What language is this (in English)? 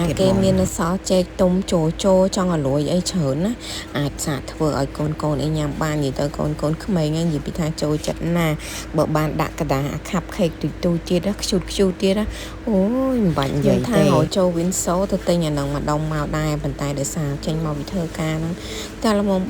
Khmer